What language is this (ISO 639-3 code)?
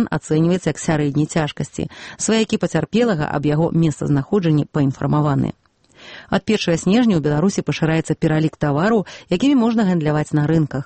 bel